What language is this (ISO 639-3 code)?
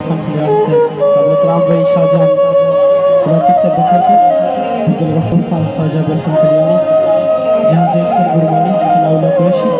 skr